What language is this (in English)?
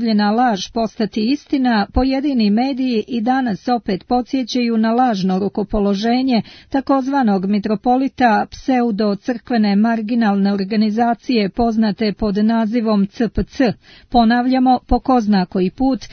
Serbian